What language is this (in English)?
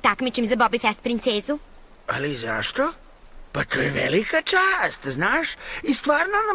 Serbian